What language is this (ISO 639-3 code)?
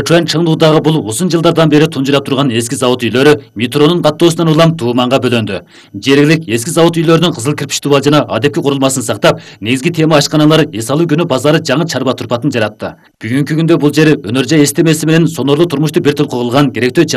kir